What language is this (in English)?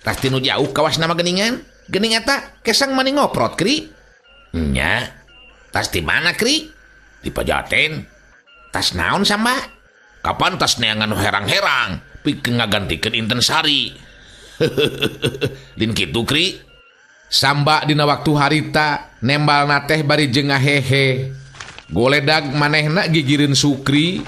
Sundanese